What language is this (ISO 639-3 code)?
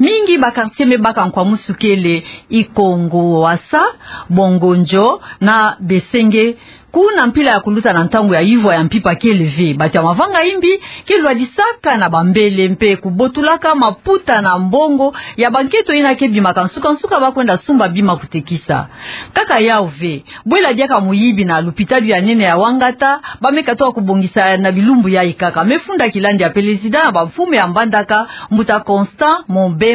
ktu